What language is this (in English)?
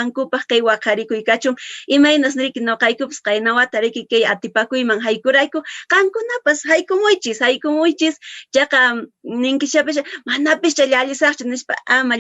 Quechua